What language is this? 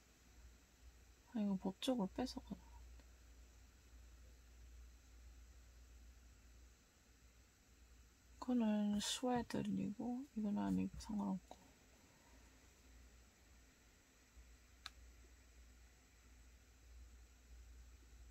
Korean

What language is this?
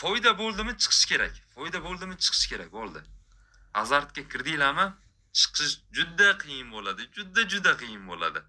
Uzbek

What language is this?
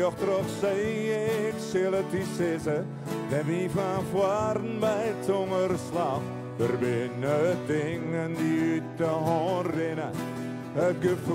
Western Frisian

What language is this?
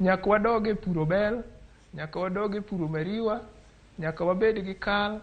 Luo (Kenya and Tanzania)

